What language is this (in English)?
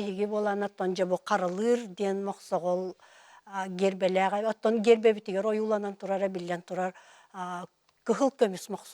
Yakut